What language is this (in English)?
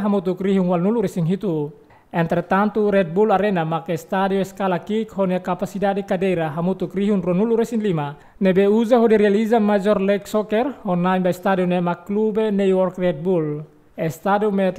Tetum